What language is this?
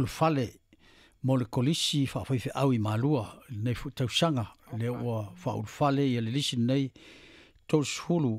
Samoan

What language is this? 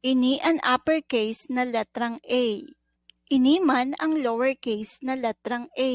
Bikol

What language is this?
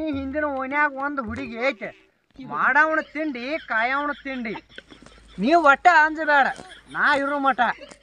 Kannada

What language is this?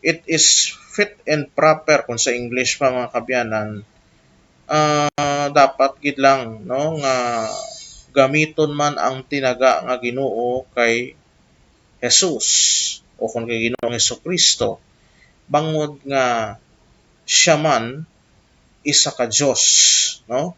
Hiligaynon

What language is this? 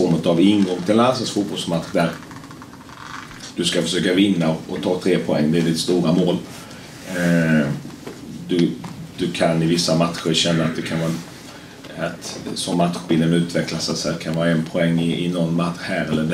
Swedish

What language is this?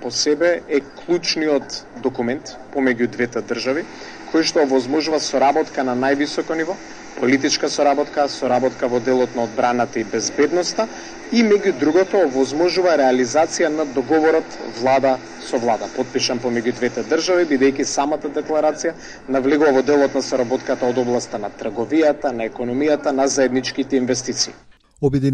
Macedonian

